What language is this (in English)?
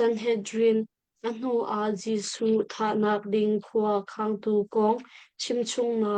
Hakha Chin